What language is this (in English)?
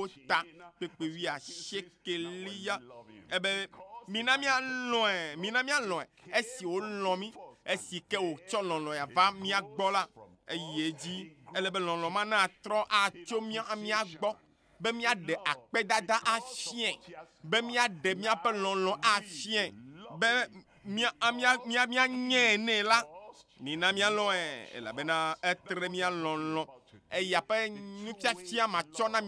Ewe